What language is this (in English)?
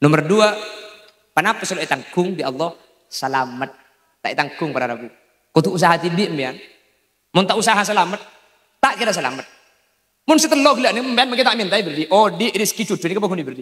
Madurese